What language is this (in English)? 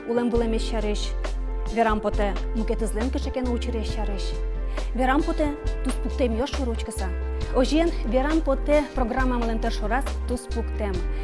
Udmurt